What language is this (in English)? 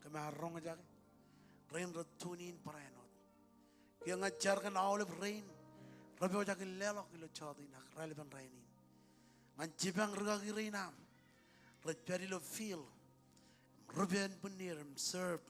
Marshallese